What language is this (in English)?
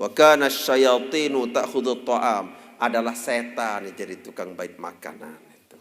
Sasak